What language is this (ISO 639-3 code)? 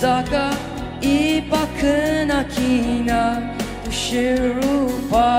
njo